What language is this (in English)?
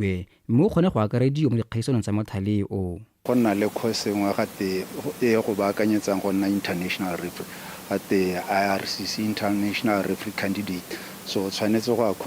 Tswana